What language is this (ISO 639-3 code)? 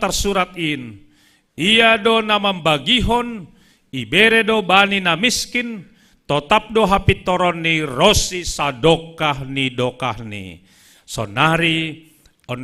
bts